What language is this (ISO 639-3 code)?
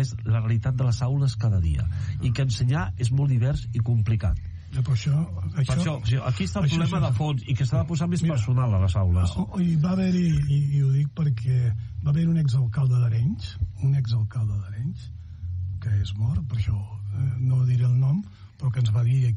cat